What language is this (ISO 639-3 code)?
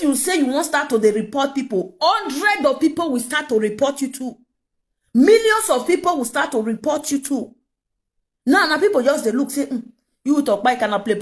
pcm